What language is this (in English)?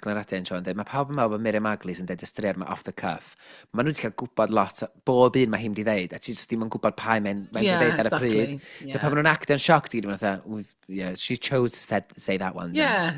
Welsh